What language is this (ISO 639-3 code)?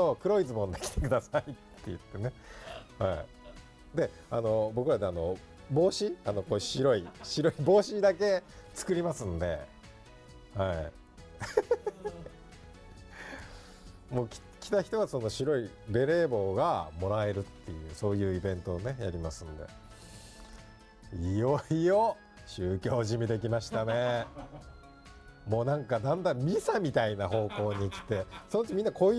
jpn